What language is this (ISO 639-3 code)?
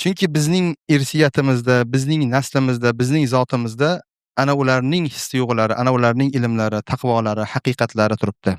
uzb